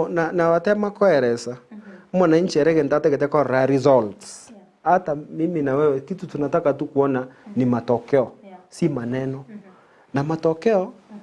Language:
Gusii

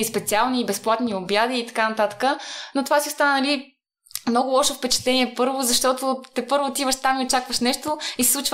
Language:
Bulgarian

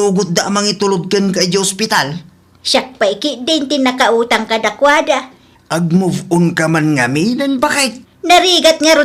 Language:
Iloko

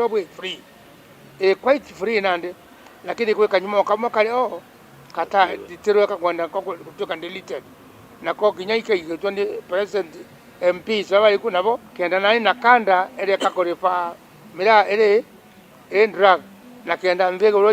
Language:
Meru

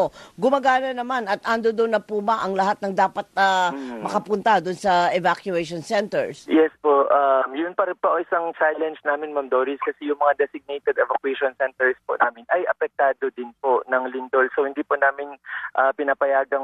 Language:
Filipino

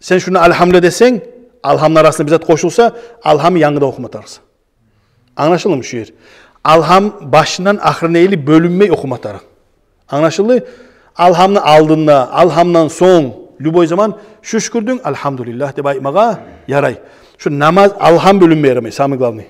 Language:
Kumyk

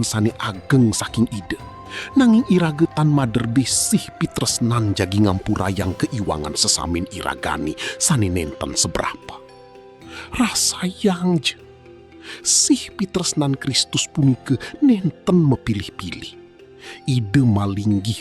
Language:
Balinese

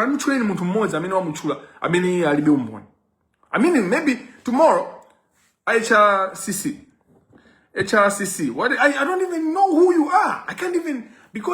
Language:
Nyanja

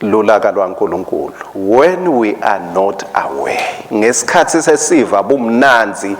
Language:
Swati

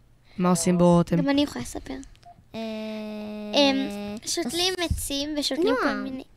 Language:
Hebrew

